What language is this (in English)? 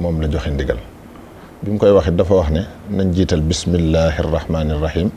Wolof